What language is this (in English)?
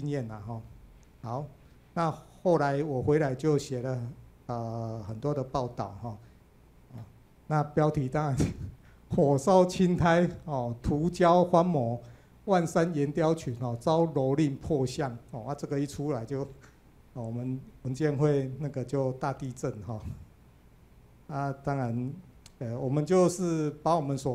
Chinese